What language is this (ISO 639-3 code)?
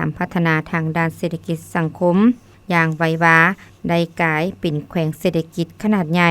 lao